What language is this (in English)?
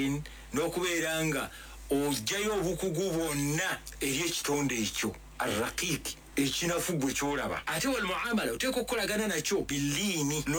Ganda